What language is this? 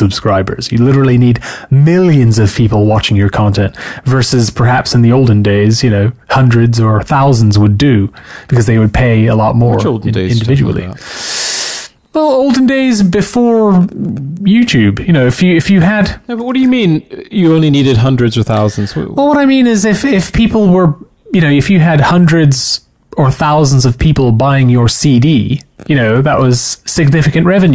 English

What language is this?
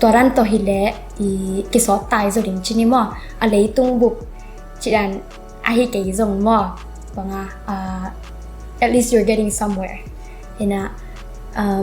Tedim Chin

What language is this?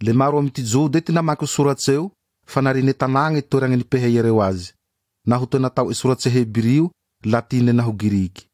Malagasy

